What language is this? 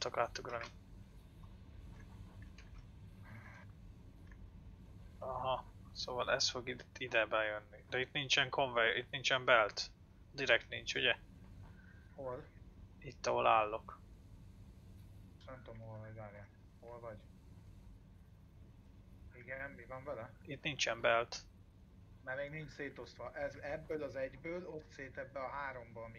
Hungarian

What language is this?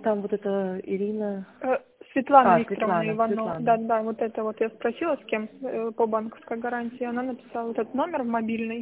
Russian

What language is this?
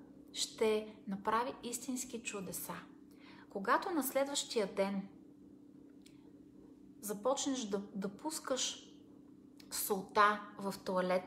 Bulgarian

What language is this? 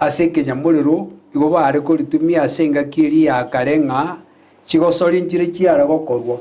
Gusii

